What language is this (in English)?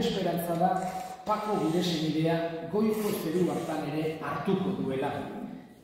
Basque